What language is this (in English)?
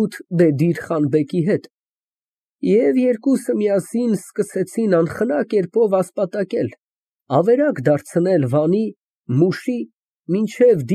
Armenian